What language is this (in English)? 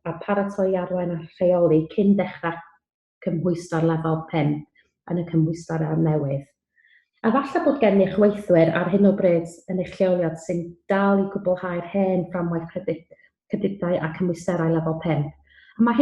Welsh